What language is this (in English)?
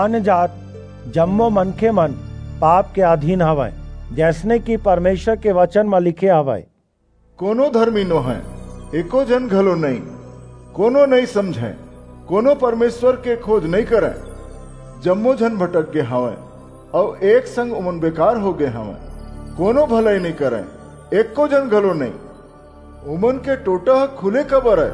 Chhattisgarhi